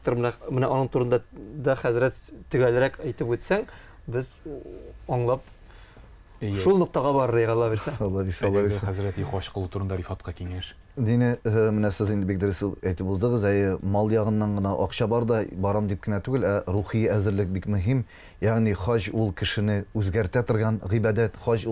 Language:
Tatar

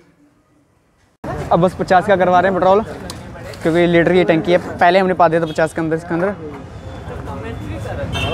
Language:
Hindi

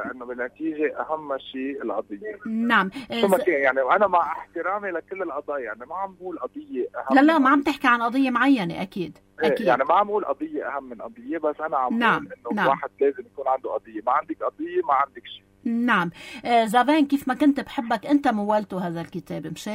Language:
North Levantine Arabic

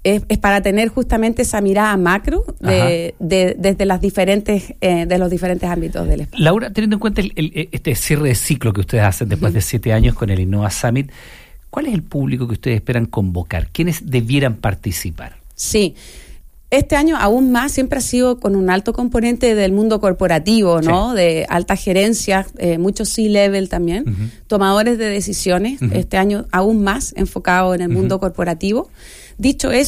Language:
Spanish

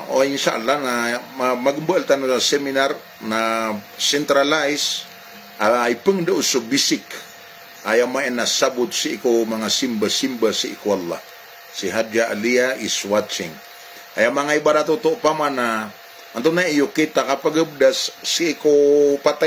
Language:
Maranao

